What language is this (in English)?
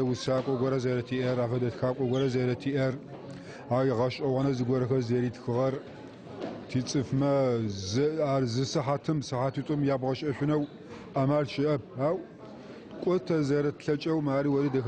Adyghe